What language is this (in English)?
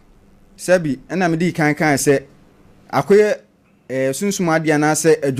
Akan